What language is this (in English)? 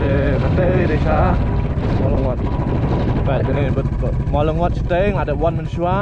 Khasi